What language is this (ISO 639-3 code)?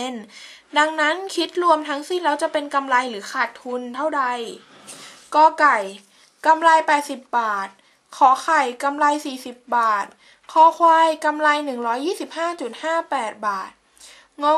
tha